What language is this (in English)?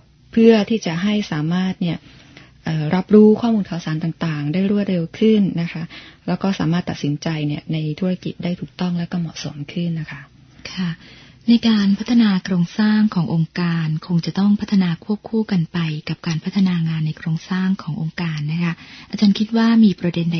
Thai